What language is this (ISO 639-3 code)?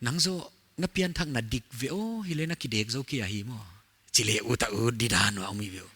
pck